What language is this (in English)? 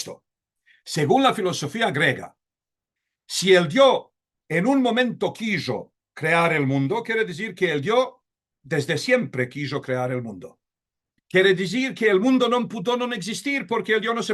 Ladino